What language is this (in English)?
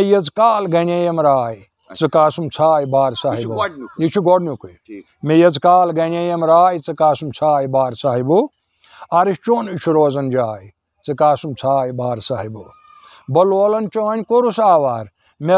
Kashmiri